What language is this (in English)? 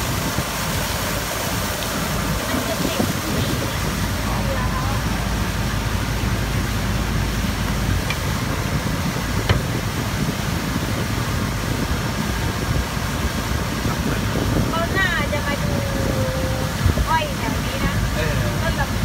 Thai